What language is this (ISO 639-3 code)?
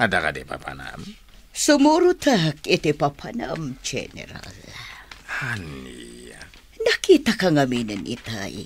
ilo